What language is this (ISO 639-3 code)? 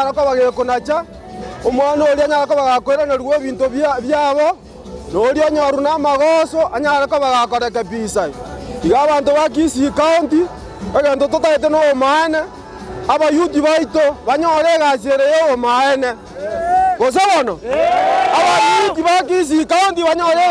guz